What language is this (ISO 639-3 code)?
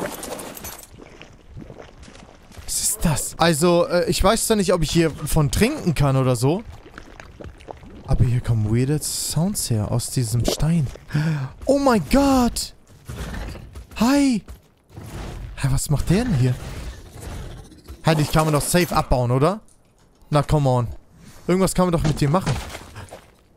deu